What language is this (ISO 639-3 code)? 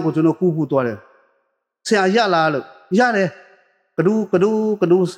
mya